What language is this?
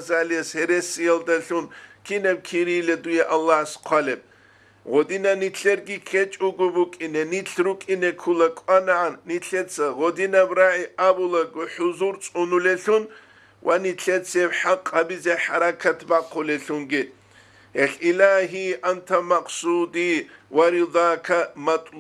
Avaric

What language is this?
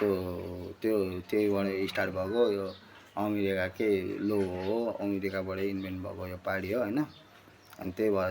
Nepali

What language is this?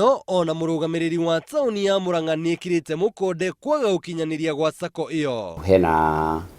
Kikuyu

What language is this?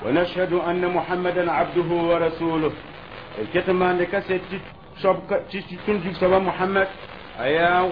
Mossi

